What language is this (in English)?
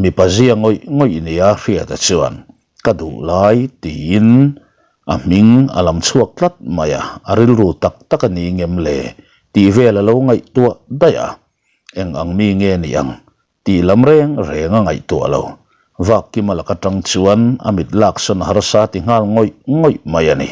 Mizo